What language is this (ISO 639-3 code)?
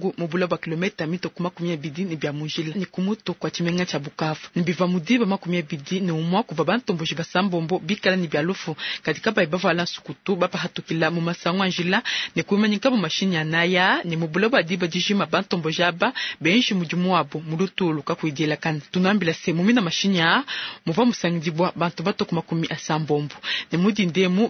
lua